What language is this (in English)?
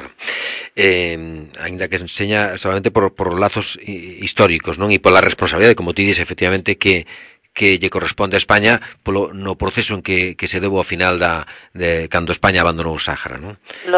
Galician